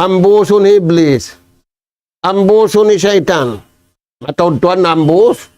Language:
Tausug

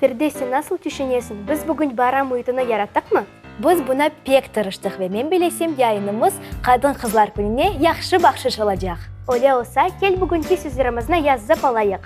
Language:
Crimean Tatar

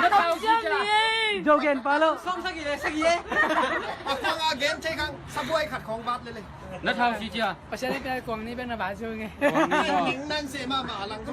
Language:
Tedim Chin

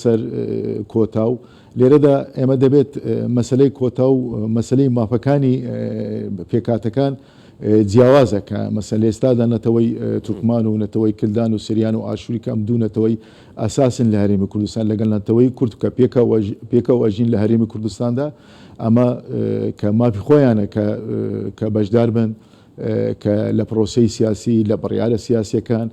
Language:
Central Kurdish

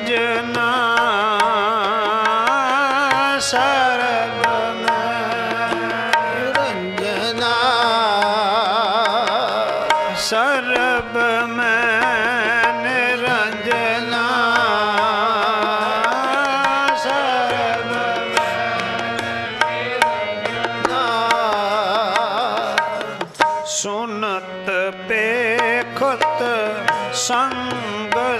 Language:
Punjabi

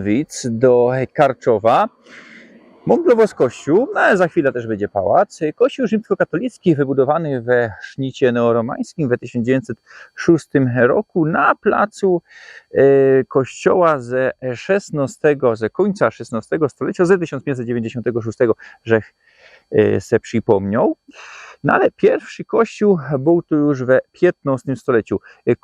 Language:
Silesian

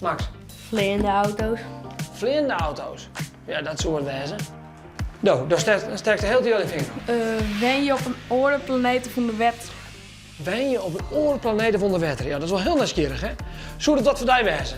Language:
Western Frisian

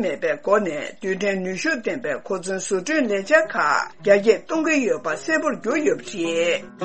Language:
Tibetan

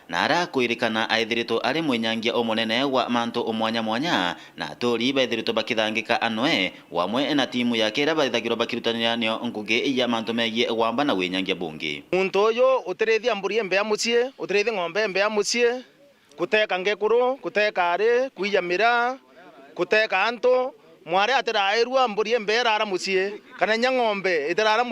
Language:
Meru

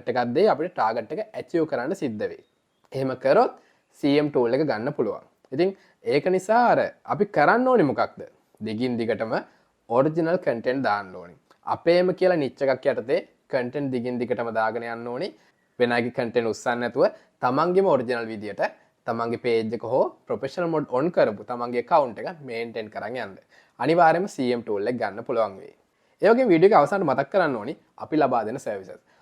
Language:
Sinhala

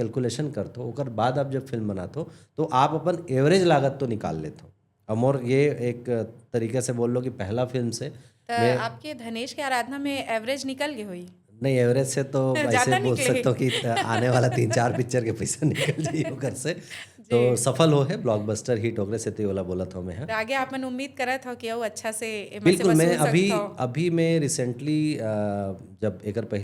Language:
Chhattisgarhi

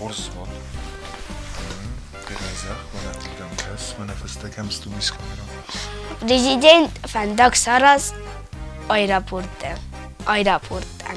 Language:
Ossetic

